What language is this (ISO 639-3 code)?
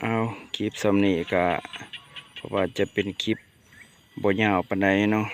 lao